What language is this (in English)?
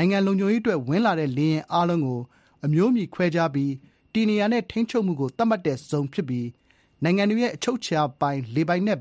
Burmese